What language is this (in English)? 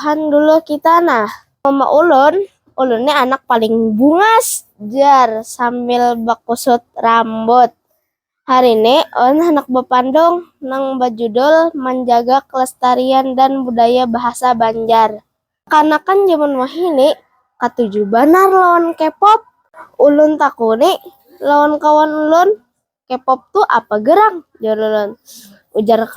Banjar